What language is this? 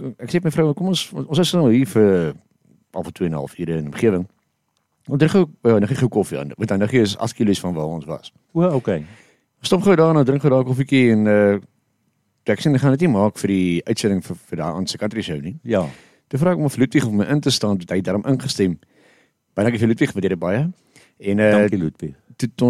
Afrikaans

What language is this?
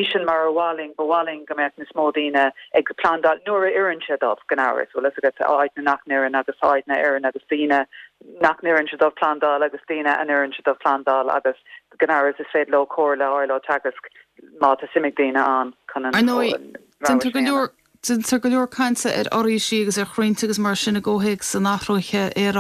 Irish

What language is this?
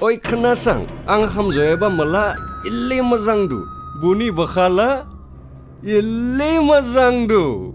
Dimasa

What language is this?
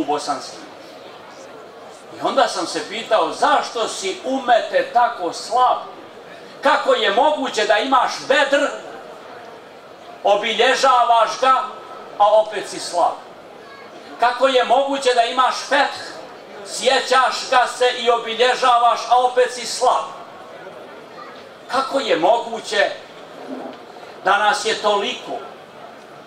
Bosnian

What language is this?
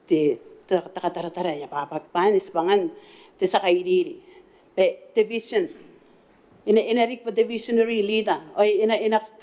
Gilbertese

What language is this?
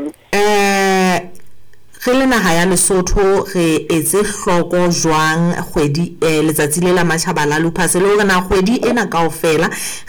Southern Sotho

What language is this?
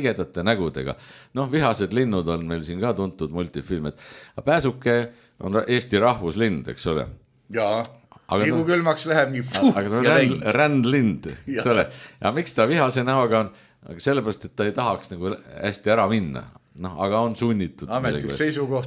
Estonian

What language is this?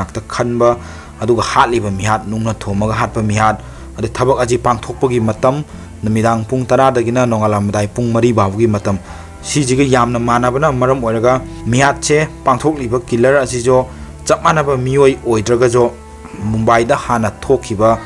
Manipuri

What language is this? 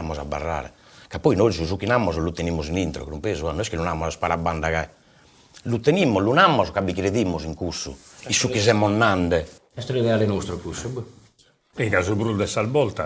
Sardinian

